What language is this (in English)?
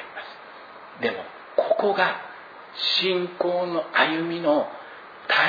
Japanese